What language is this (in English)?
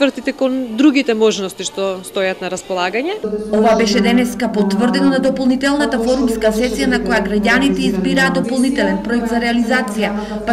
Macedonian